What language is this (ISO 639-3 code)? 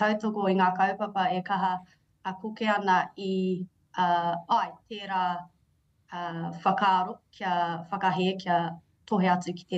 mri